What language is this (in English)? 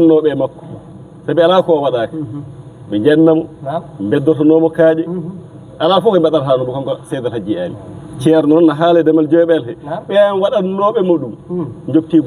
Fula